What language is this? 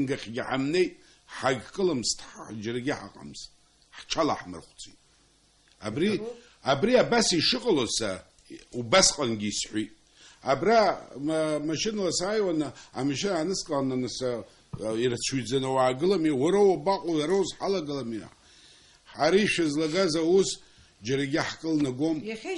Abkhazian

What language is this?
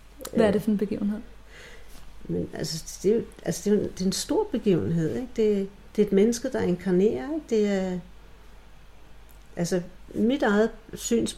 Danish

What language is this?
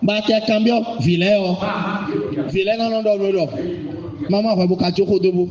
Fon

